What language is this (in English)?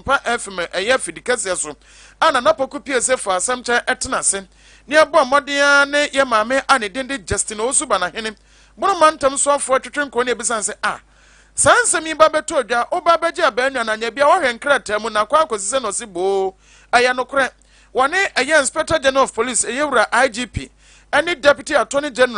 Akan